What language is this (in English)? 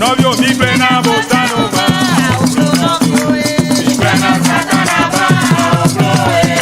Ewe